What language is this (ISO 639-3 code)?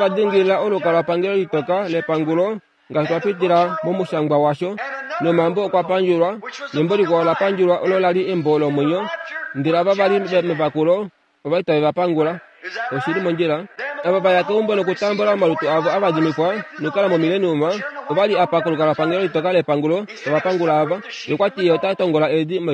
kua